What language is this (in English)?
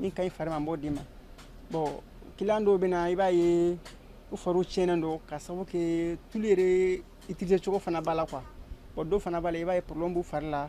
Bambara